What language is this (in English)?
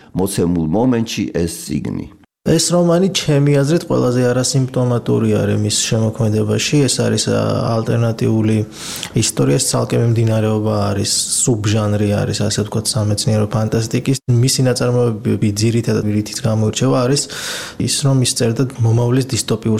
Georgian